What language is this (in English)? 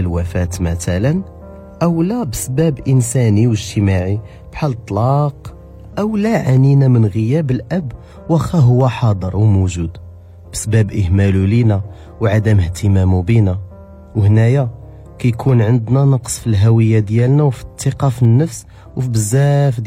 Moroccan Arabic